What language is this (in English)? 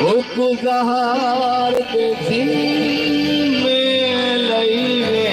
Saraiki